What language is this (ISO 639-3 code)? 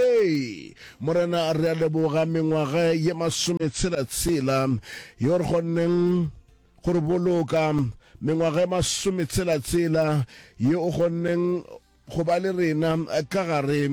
nso